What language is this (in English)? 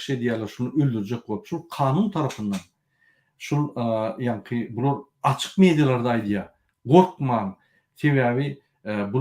Turkmen